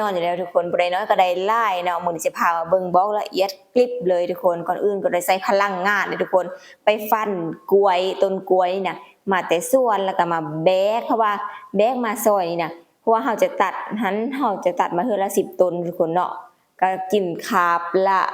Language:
Lao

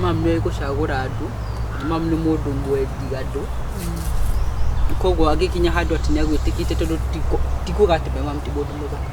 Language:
Kikuyu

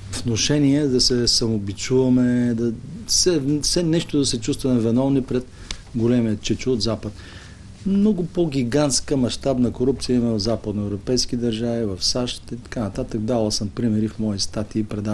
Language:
Bulgarian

